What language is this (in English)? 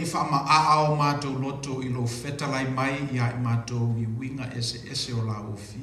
Samoan